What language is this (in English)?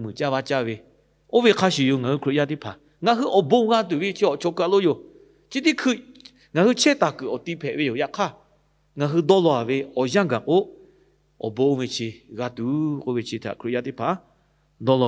Lahu